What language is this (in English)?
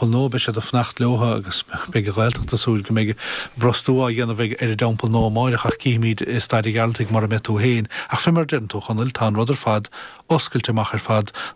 Irish